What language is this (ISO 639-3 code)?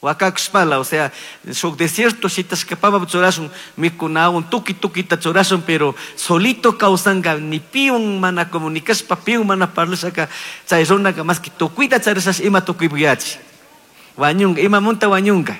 qug